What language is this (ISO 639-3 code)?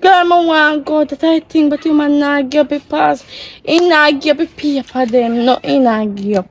jam